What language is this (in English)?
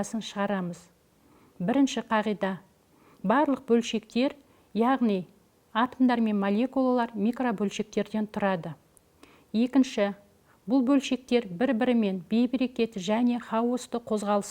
Kazakh